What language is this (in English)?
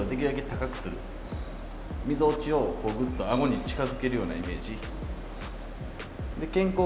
Japanese